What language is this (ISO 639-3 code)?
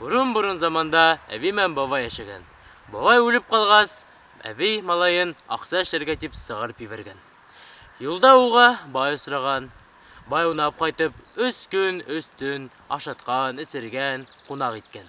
bak